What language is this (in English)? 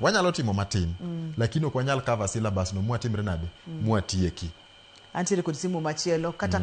Luo (Kenya and Tanzania)